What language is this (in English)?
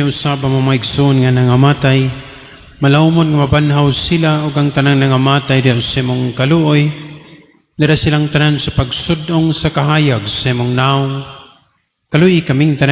Cebuano